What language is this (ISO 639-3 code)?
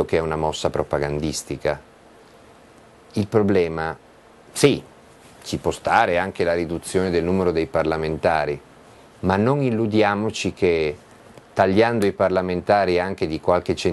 ita